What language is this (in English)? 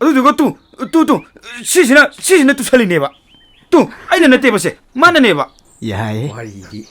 Manipuri